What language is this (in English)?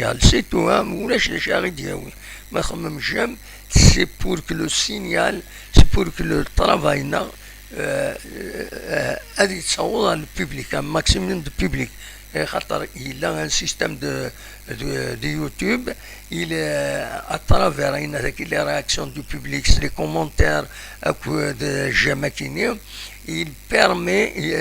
Kabyle